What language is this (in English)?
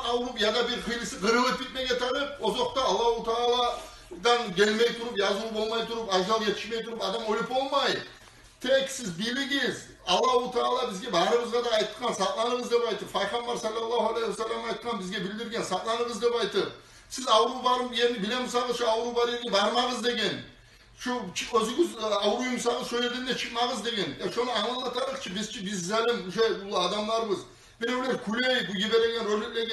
Kumyk